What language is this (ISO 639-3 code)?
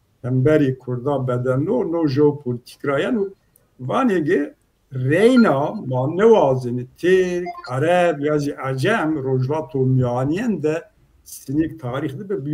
zza